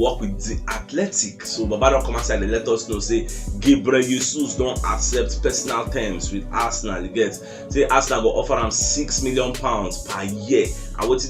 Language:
Nigerian Pidgin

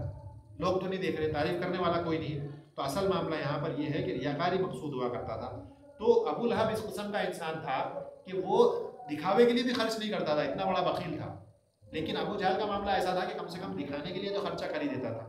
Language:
Urdu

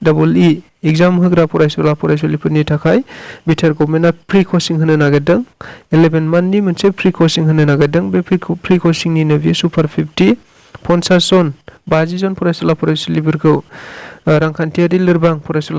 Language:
Bodo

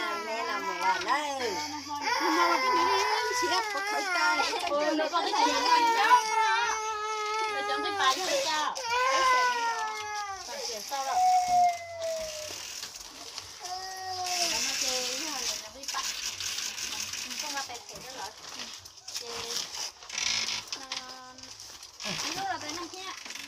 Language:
Vietnamese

